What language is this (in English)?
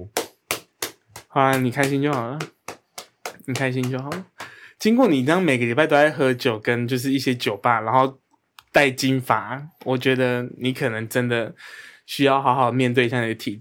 Chinese